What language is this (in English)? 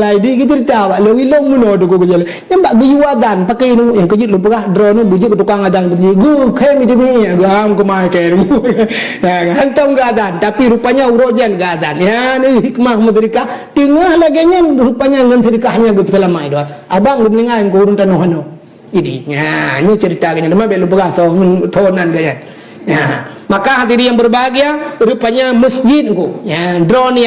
Achinese